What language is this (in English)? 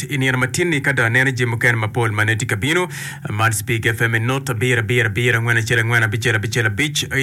Acoli